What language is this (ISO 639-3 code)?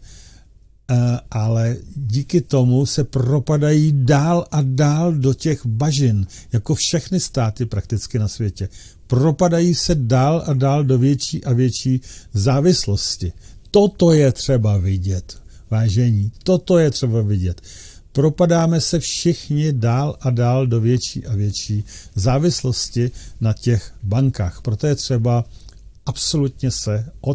ces